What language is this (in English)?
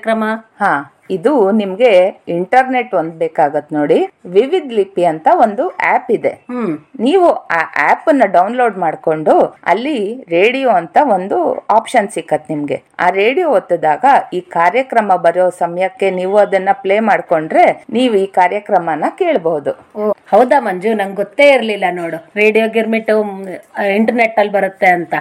Kannada